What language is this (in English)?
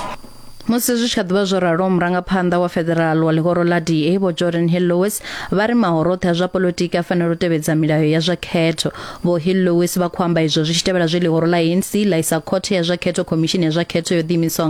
Venda